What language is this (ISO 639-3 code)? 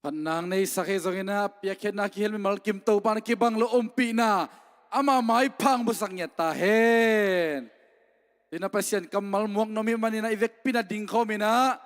ctd